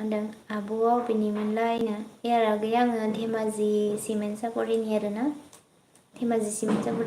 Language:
Bodo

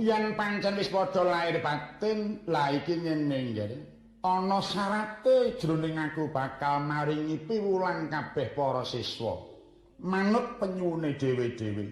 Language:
Javanese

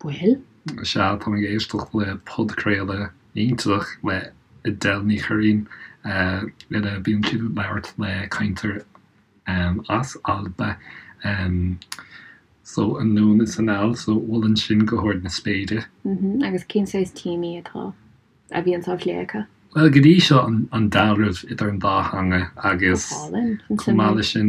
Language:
Irish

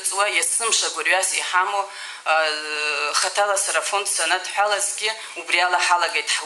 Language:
Abkhazian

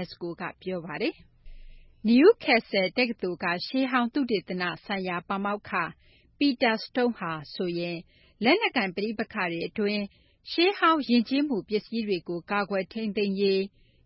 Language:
Burmese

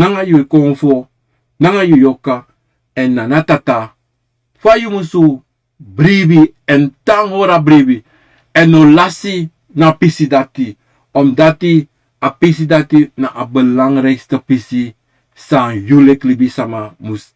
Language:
Sranan Tongo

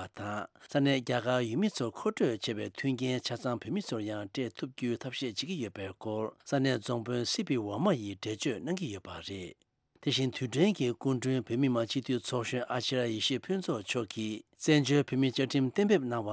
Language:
Tibetan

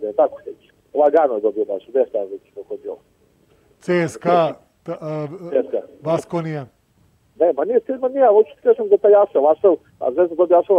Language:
Serbian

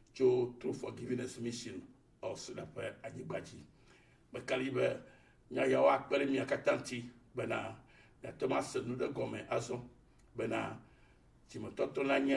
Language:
Ewe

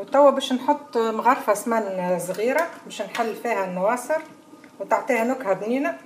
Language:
Tunisian Arabic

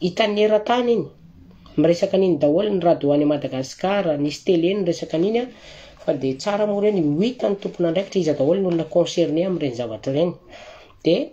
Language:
Malagasy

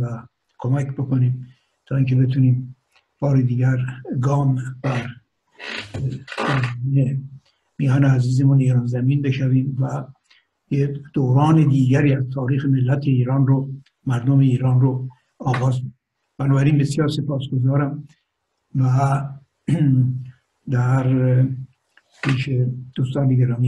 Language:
Persian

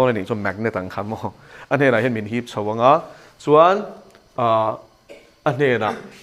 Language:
Mizo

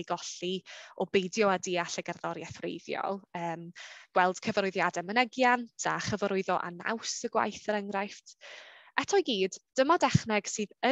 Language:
Welsh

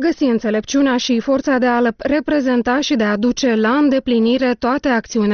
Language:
Romanian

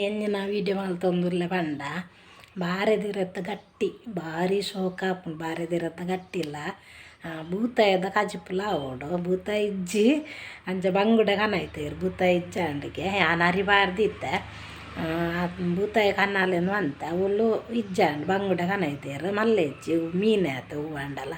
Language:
Tulu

